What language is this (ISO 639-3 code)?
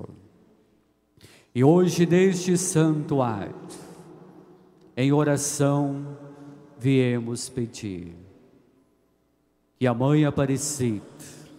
por